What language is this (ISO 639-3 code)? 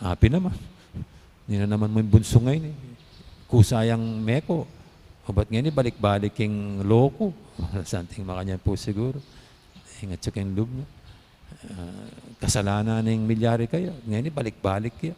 pam